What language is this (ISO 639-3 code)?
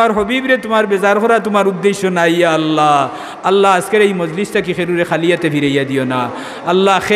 syl